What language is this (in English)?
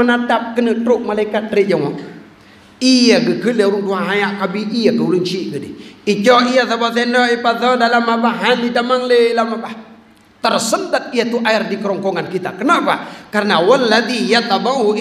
Achinese